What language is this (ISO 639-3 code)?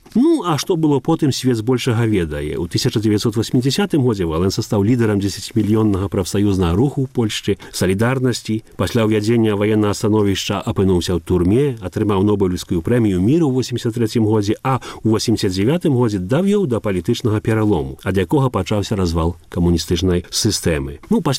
bel